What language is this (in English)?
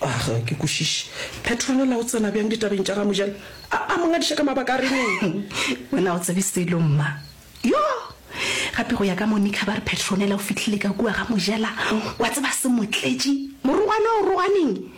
Northern Sotho